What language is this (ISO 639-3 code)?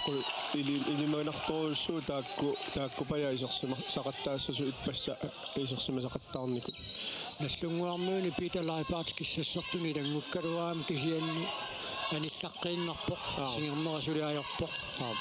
kal